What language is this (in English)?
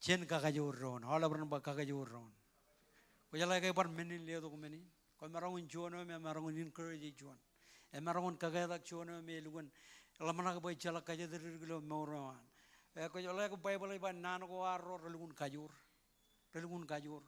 Marshallese